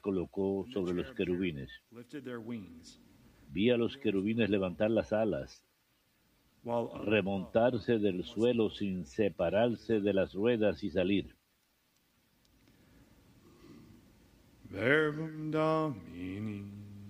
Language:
Spanish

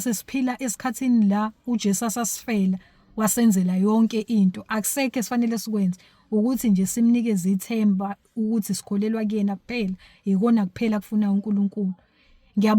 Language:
Zulu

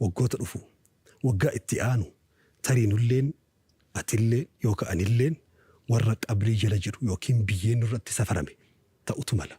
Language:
Oromo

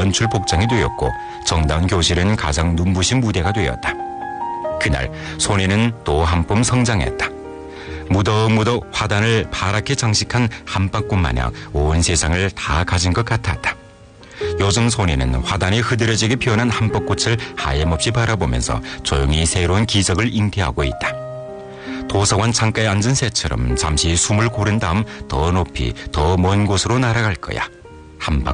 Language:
Korean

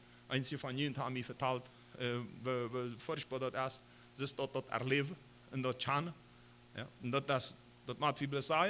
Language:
Plautdietsch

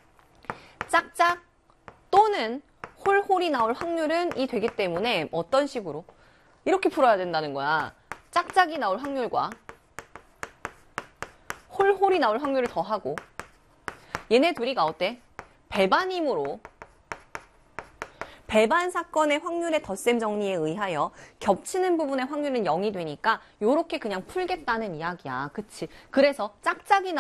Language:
Korean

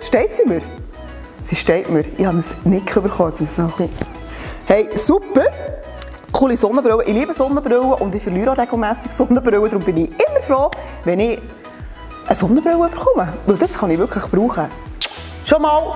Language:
Swiss German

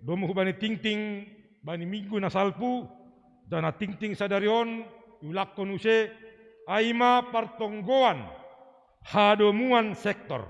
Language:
Batak Simalungun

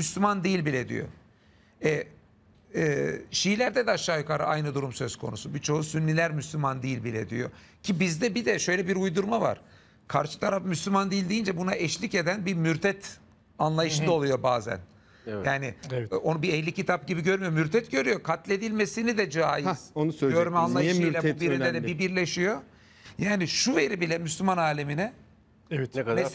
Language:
Turkish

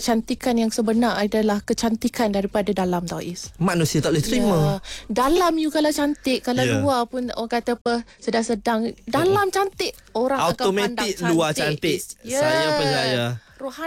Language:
Malay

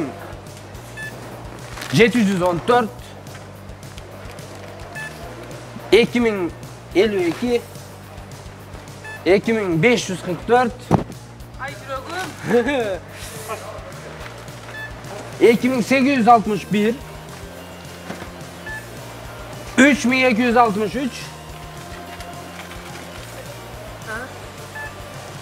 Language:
Kyrgyz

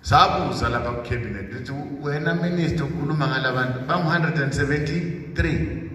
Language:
Zulu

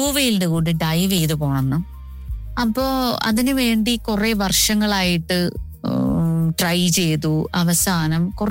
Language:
Malayalam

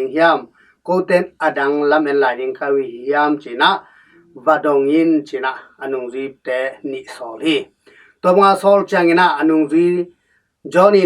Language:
Tedim Chin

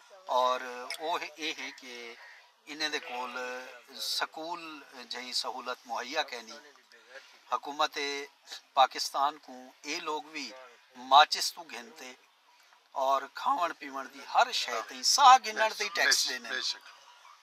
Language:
Saraiki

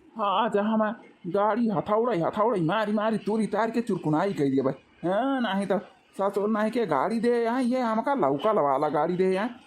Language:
Awadhi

